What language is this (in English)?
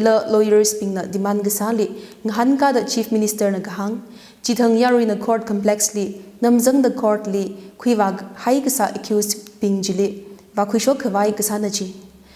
Tangkhul Naga (India)